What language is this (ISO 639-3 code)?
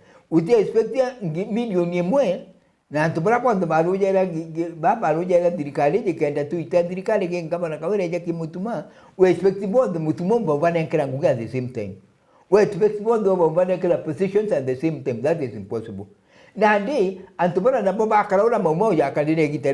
mer